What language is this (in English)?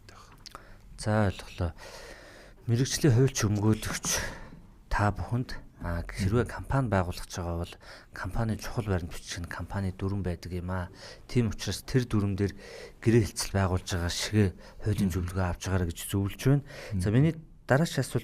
Mongolian